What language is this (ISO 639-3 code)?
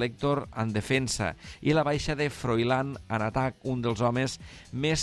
cat